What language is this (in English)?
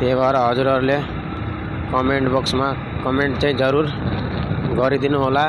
Nepali